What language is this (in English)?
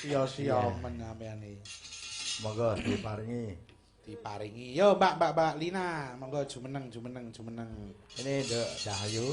Javanese